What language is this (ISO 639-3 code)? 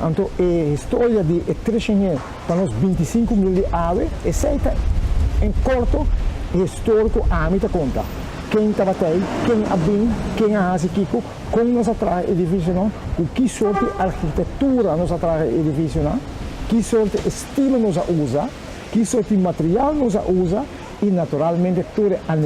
pap